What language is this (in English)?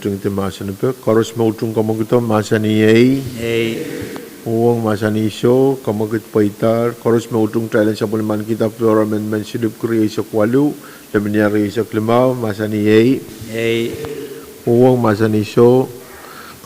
Pohnpeian